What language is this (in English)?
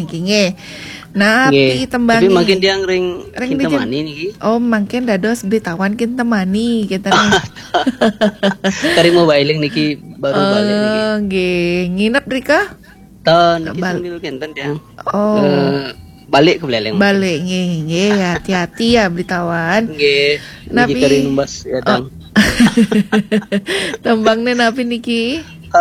Balinese